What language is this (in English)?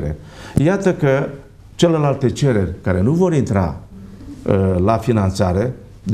Romanian